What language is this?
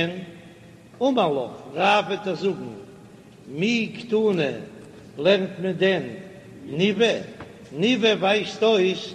Yiddish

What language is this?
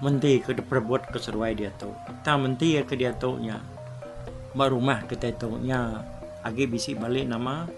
Iban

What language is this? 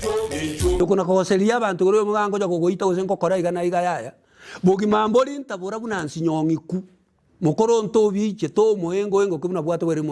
Gusii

